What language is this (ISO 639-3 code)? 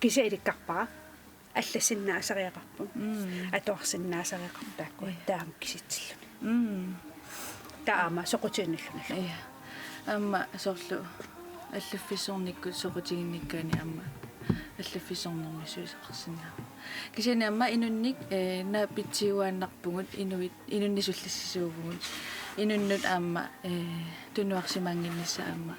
kal